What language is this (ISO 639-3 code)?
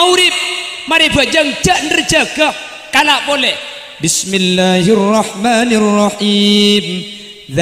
mad